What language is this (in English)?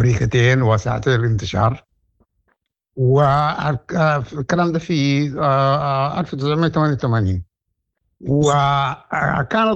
Sudanese Arabic